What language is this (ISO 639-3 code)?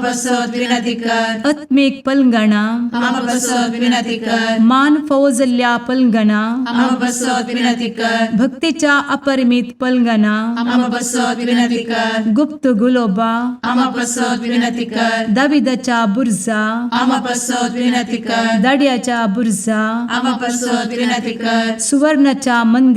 kok